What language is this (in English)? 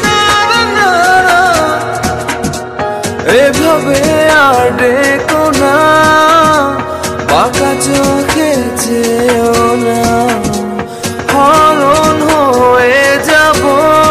Bangla